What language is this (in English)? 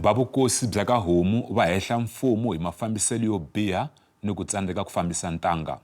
Tsonga